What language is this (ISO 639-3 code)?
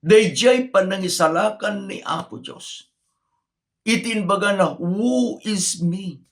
ilo